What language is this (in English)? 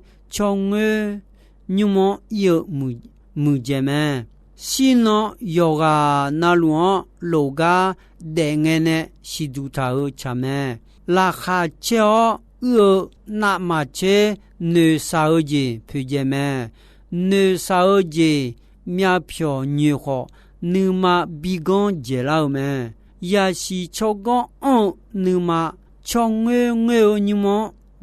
Akha